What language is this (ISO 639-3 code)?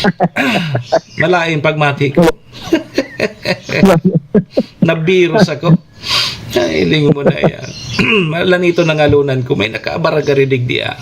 bik